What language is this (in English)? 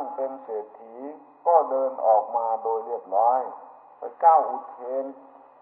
Thai